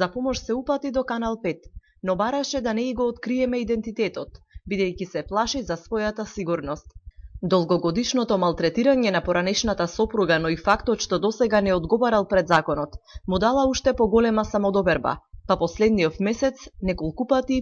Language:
Macedonian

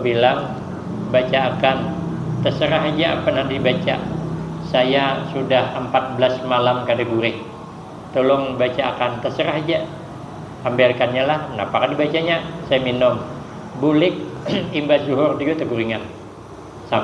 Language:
Banjar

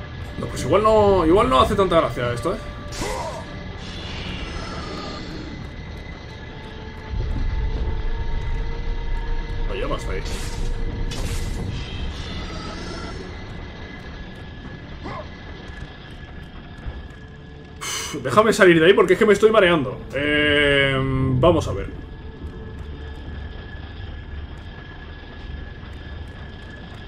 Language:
Spanish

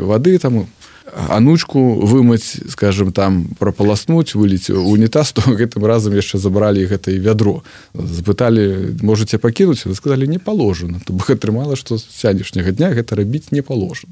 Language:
Belarusian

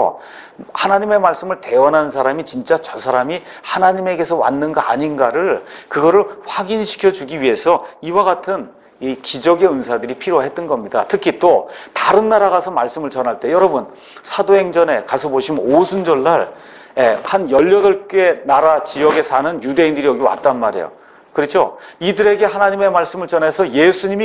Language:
Korean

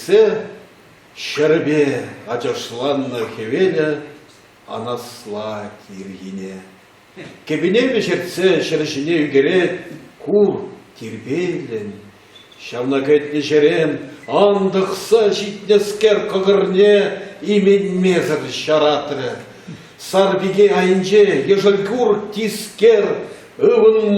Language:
Chuvash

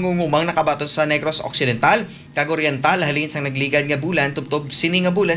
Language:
Hiligaynon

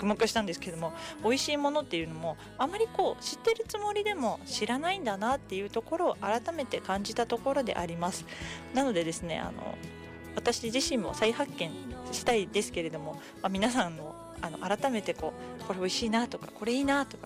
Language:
Japanese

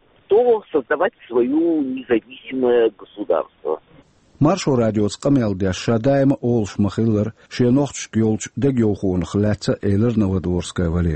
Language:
Chechen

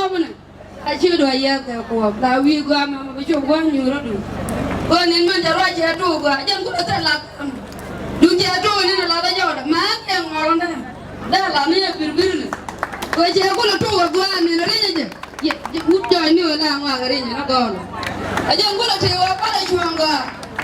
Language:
Nuer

